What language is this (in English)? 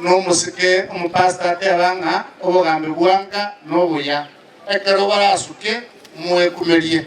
Gusii